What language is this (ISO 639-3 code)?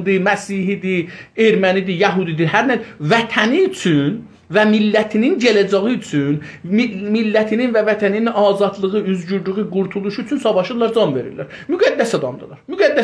azb